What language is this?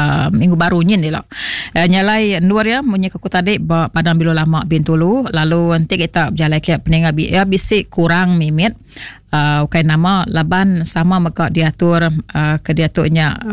Iban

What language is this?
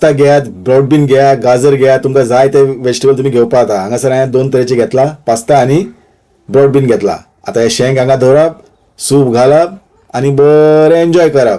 Konkani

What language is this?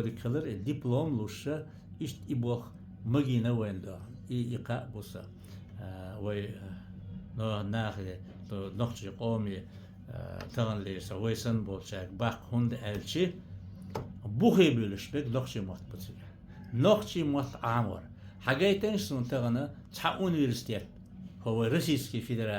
Chechen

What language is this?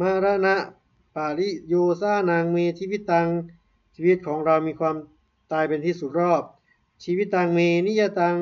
Pali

